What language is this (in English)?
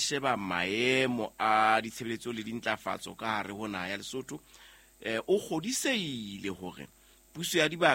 Southern Sotho